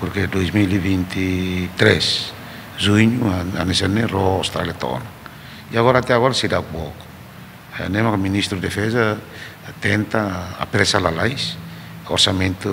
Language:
Tetum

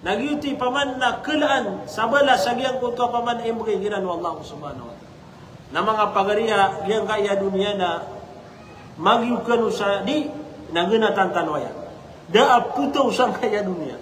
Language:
Maranao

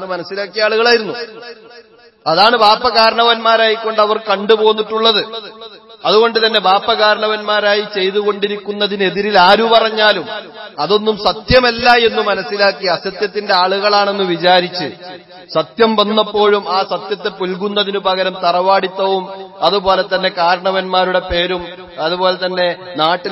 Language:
Malayalam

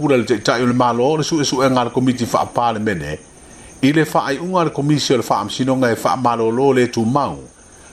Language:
Samoan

